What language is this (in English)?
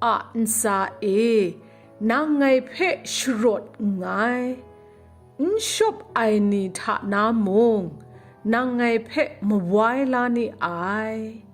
Kachin